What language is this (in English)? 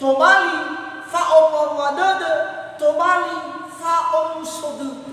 Nias